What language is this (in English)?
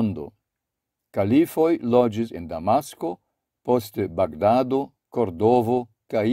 Esperanto